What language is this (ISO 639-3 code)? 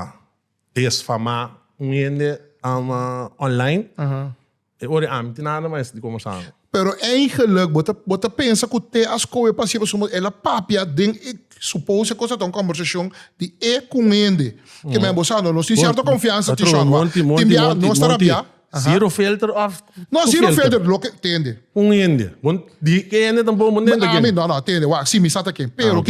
pap